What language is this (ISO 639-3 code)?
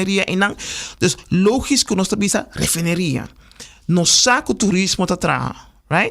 pap